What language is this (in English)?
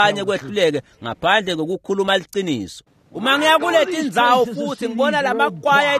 Swati